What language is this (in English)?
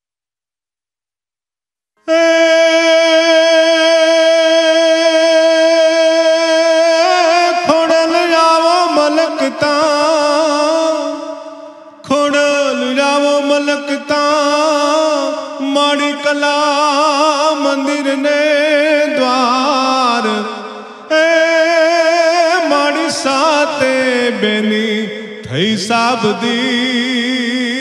Gujarati